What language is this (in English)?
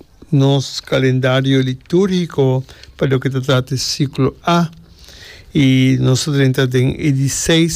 Papiamento